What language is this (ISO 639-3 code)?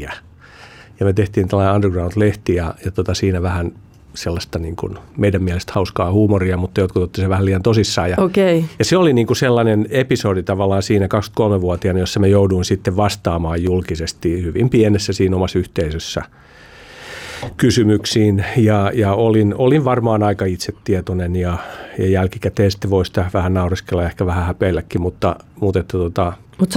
fin